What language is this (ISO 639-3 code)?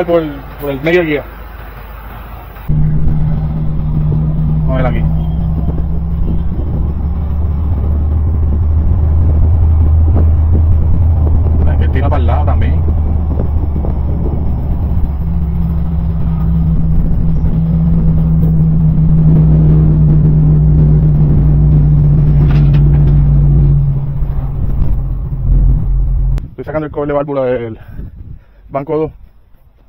spa